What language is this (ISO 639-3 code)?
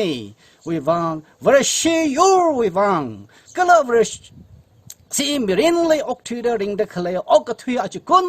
nmf